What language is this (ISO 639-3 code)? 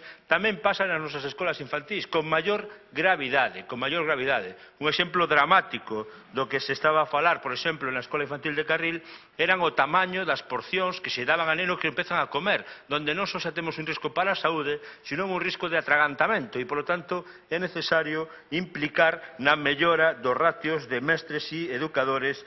glg